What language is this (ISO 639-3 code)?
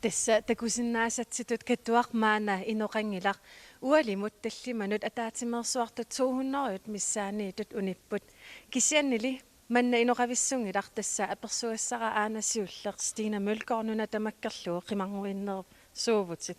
kal